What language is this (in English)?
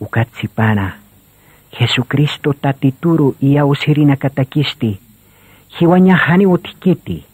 Aymara